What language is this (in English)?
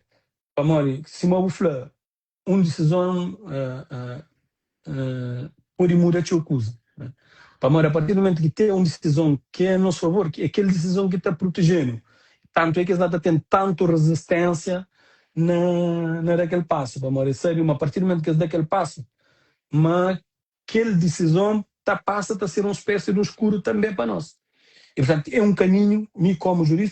Kabuverdianu